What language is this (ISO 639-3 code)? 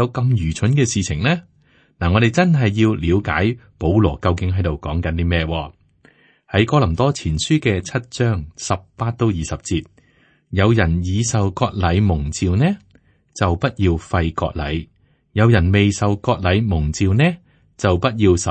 yue